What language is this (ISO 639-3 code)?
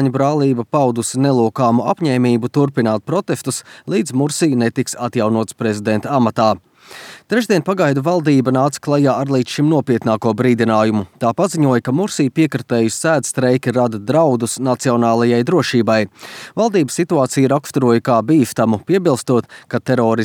lav